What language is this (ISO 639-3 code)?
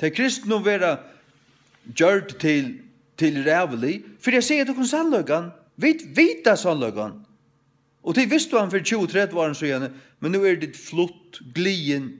fao